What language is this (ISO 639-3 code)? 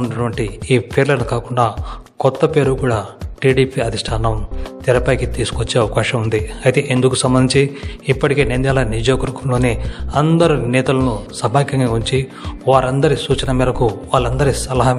tel